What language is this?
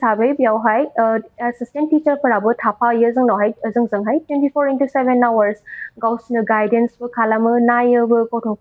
Bodo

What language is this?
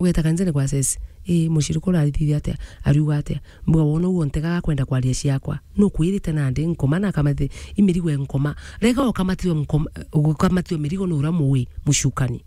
Meru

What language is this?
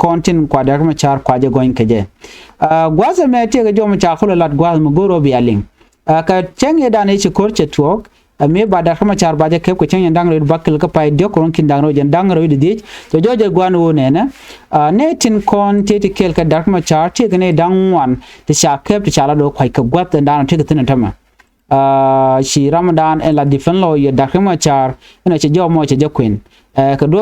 Nuer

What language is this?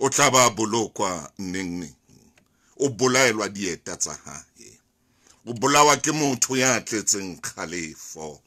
Southern Sotho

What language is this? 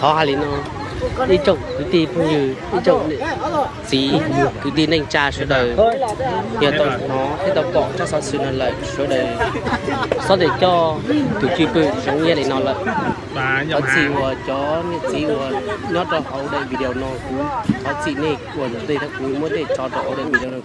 Hmong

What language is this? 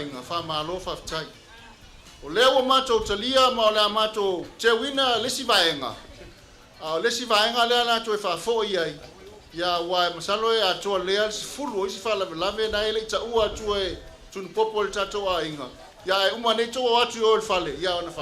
Samoan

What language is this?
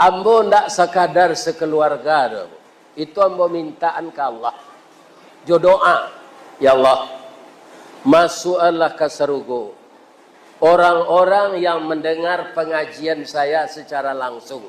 Minangkabau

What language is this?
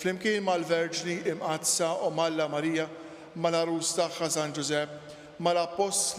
Maltese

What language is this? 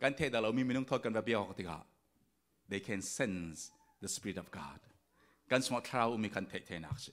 Falam Chin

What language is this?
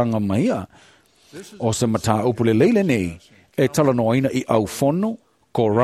Samoan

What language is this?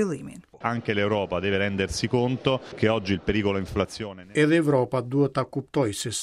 Albanian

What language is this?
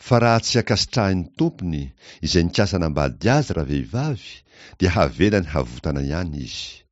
Malagasy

